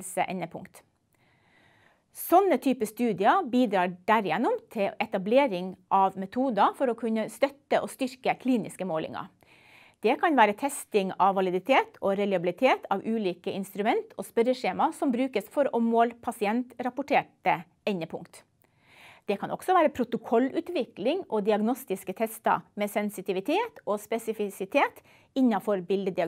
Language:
Norwegian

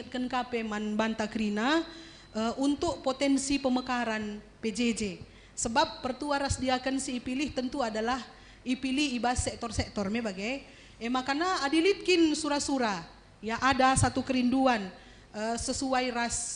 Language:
Batak Karo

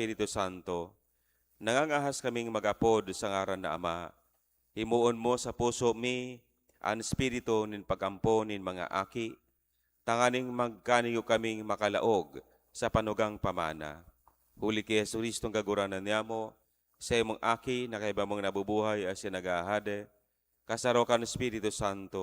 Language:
Bikol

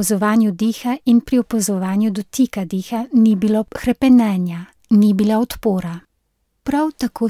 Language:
Slovenian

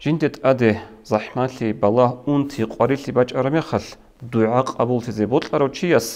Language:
Avaric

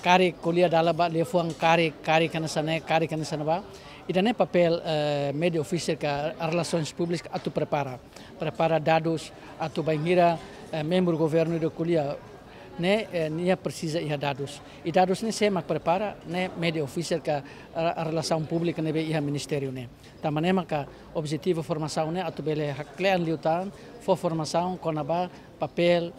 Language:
Tetum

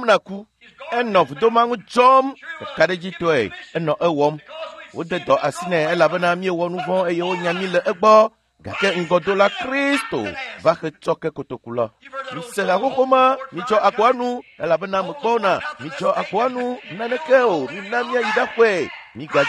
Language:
Ewe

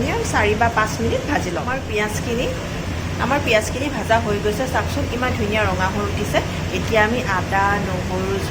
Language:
Assamese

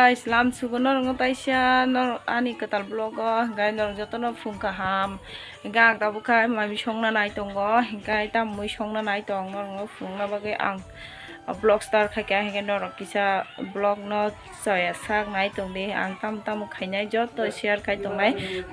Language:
Kok Borok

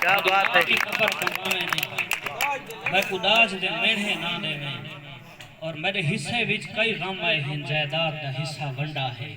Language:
Saraiki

